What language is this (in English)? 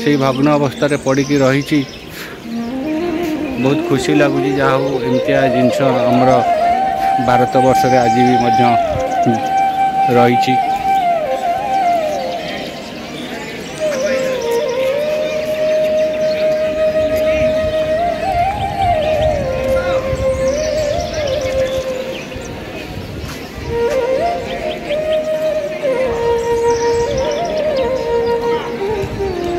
Odia